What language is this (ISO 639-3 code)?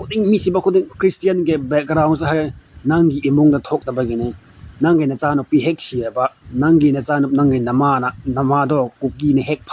mni